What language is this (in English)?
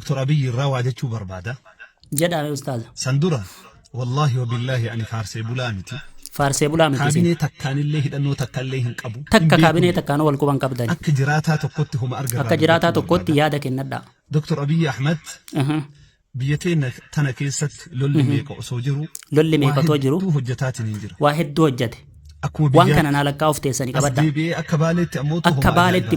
Oromo